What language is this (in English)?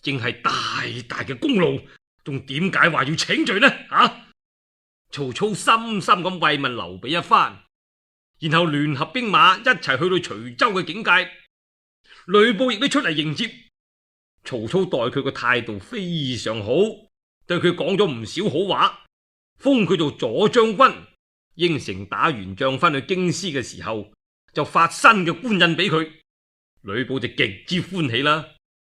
Cantonese